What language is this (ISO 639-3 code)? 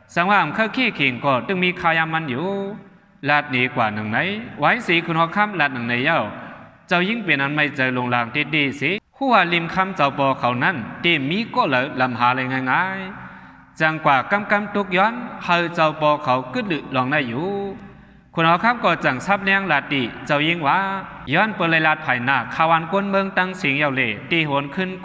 shn